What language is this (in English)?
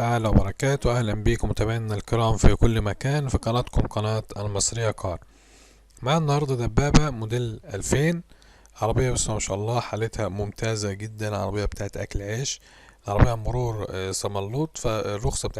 Egyptian Arabic